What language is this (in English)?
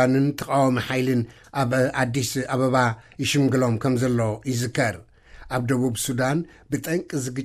Tigrinya